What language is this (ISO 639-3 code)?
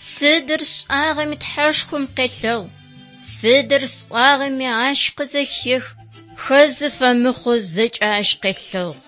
ady